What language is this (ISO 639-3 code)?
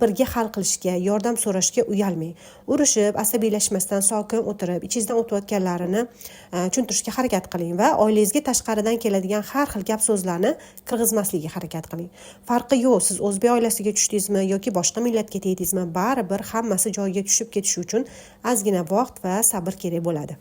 uzb